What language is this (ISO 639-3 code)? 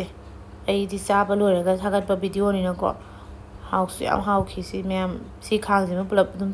mni